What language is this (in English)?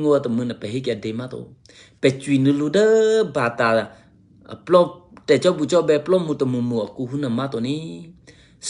Eastern Kayah